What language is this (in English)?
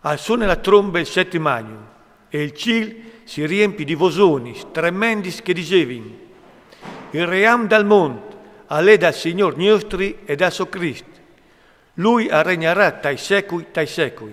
Friulian